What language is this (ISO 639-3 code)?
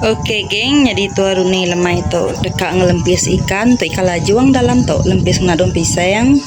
iba